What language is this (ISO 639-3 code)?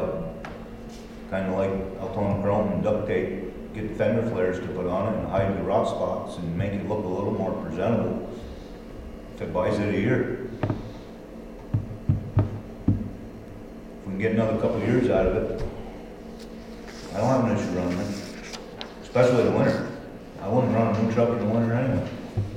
eng